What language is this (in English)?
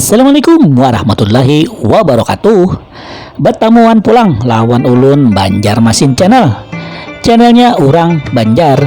Banjar